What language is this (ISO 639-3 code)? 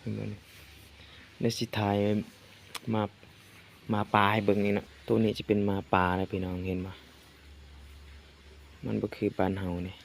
lao